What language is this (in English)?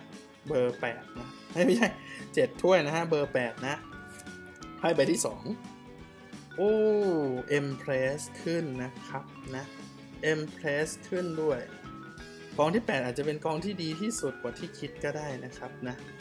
Thai